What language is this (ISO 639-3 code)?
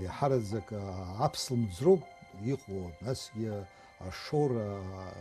abk